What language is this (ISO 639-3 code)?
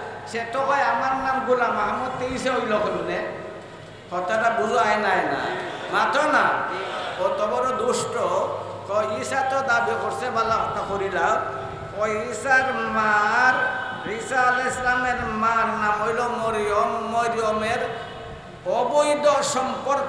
syl